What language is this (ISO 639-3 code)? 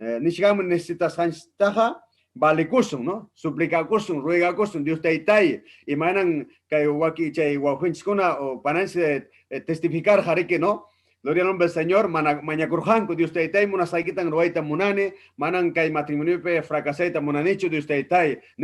quy